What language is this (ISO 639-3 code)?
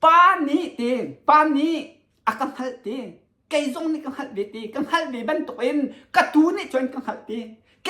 cnh